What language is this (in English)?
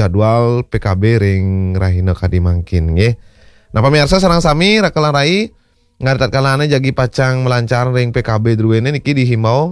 Balinese